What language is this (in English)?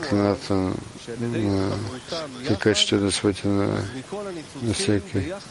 Bulgarian